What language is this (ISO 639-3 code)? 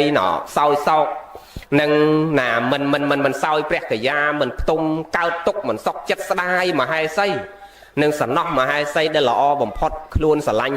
khm